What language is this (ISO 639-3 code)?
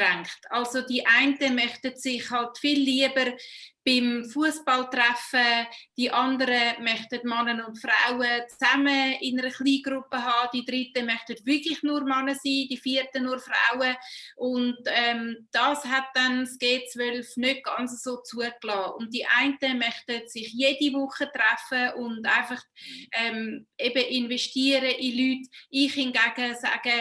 gsw